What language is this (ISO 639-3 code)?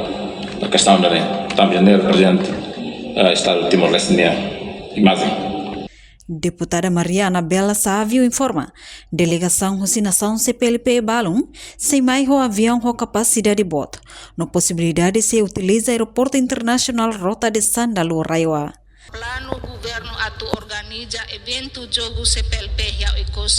tet